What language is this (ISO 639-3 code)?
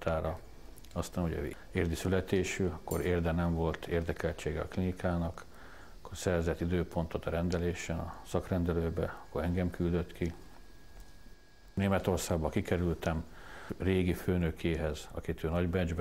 hun